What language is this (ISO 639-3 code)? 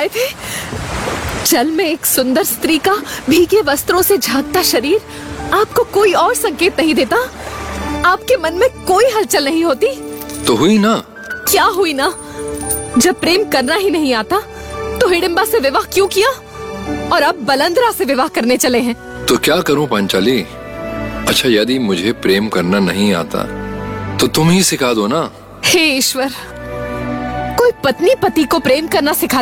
hin